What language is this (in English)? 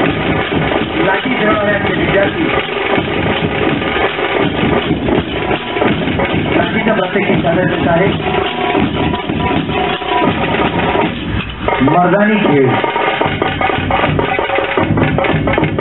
Marathi